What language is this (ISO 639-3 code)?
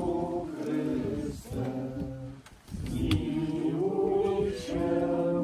pol